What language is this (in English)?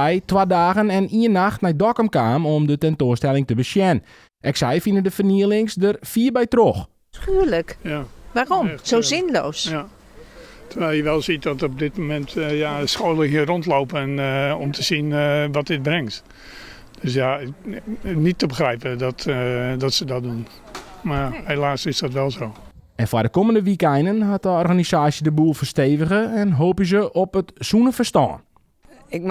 Western Frisian